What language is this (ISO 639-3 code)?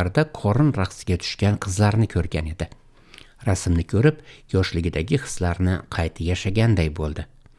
uzb